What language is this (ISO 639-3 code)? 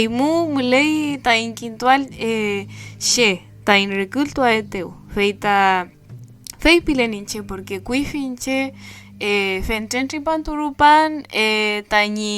arn